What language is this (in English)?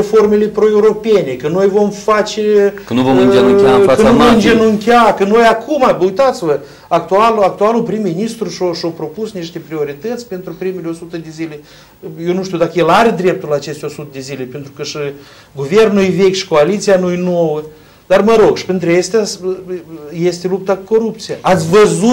Romanian